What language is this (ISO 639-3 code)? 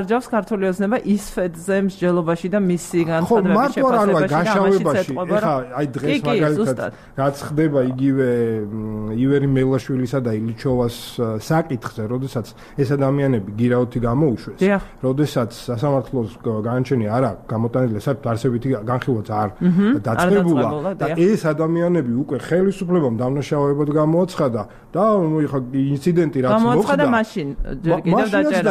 kat